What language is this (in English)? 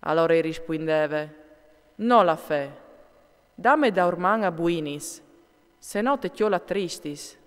Friulian